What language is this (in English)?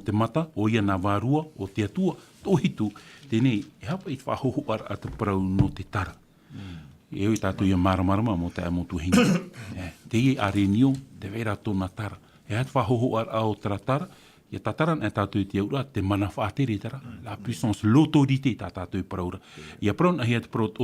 Tahitian